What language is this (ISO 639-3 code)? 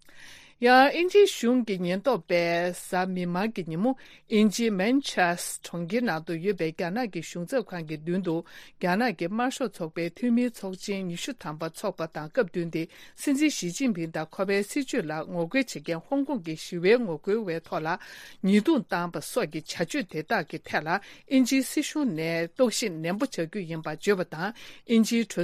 bod